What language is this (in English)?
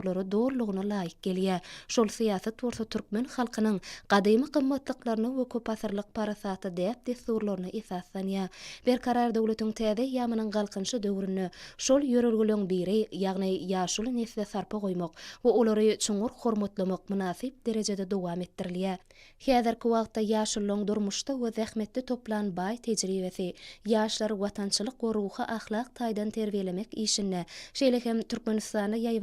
Turkmen